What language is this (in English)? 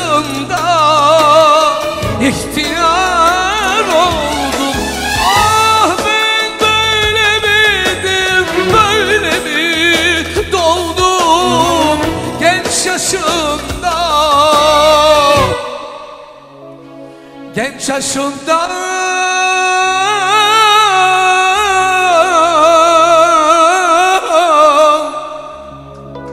Turkish